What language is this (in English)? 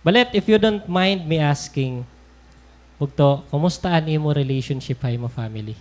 Waray